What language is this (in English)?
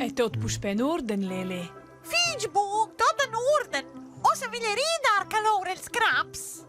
Romansh